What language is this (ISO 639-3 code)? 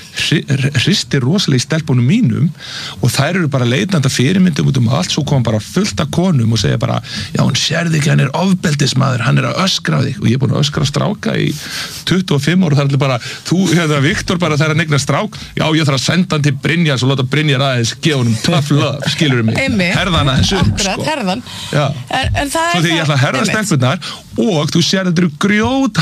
isl